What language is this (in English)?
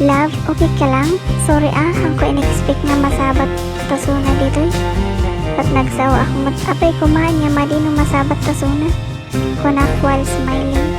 Iloko